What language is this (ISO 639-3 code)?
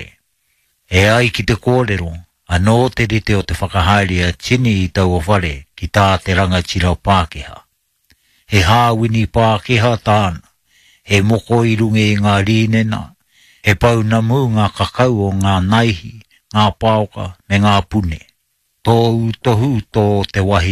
mri